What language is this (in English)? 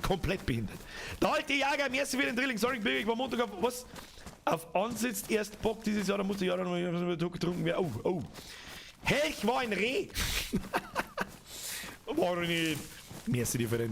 Bavarian